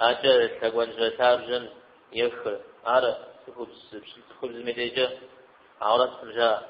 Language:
Kabardian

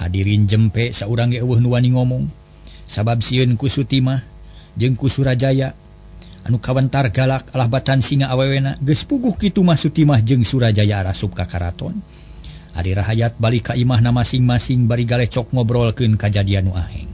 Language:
Sundanese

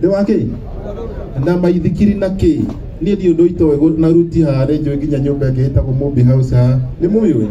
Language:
Kikuyu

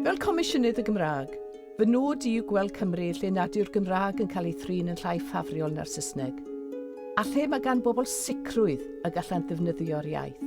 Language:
Welsh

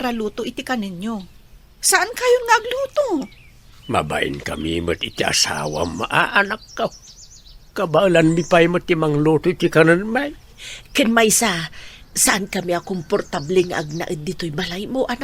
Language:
Iloko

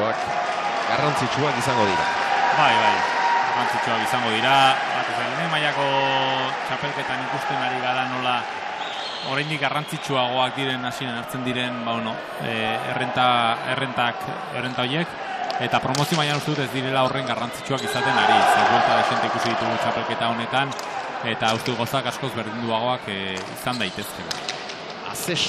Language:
Basque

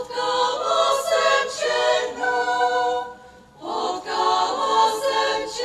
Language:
Czech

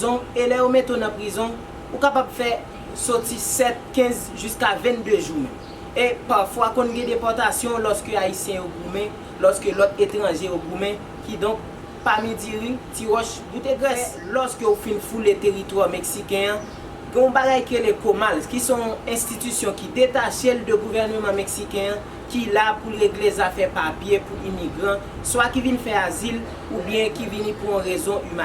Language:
Haitian Creole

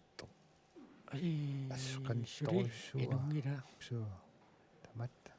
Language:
Kalaallisut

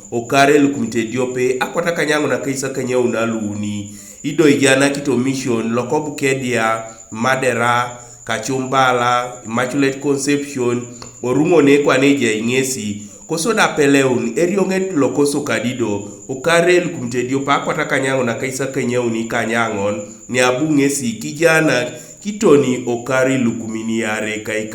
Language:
Teso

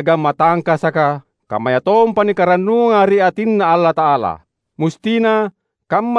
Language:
Makasar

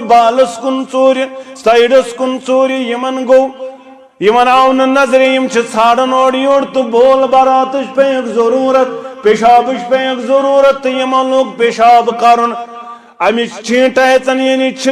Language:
Kashmiri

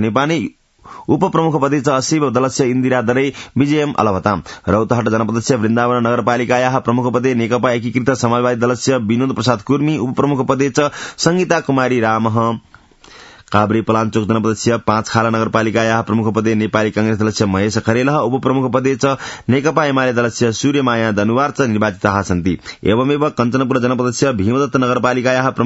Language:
Sanskrit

